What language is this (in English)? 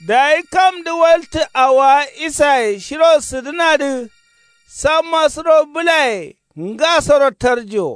Kanuri